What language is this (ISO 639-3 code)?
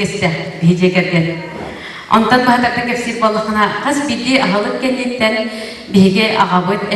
sah